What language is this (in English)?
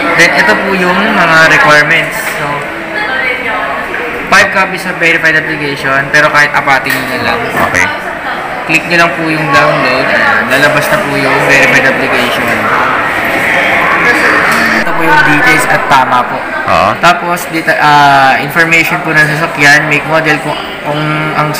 Filipino